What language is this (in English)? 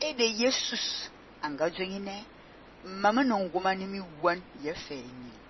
Fang